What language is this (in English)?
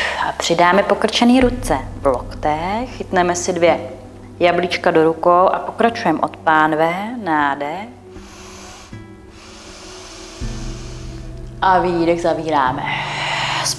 Czech